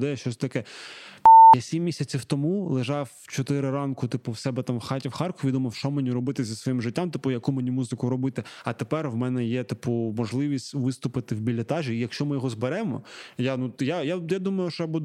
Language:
Ukrainian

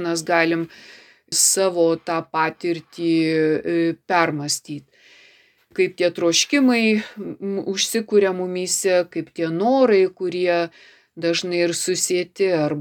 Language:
Lithuanian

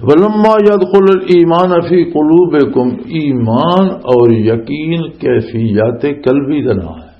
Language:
Western Panjabi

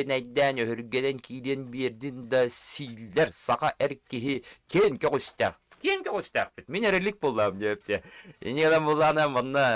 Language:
Yakut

